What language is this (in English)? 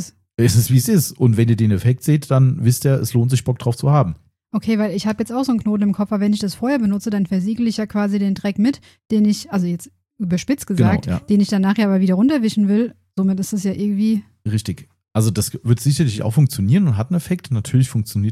German